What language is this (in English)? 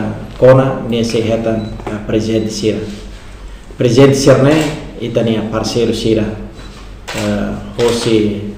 Tetum